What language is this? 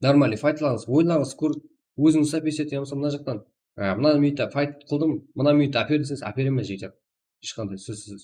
Kara-Kalpak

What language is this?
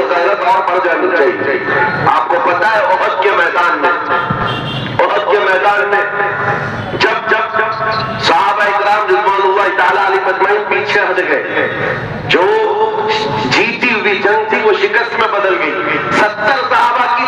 Urdu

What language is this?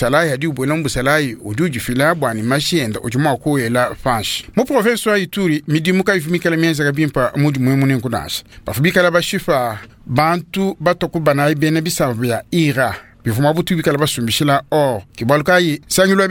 Luba-Lulua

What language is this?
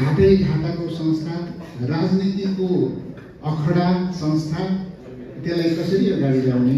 Nepali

